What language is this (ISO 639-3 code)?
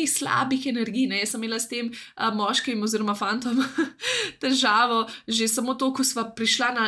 slv